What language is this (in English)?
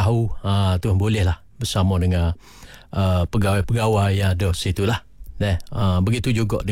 Malay